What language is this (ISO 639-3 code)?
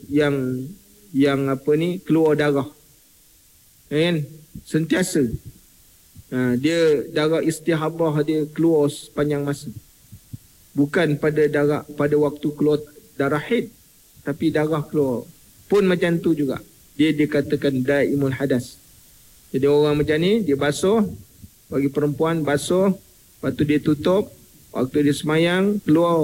msa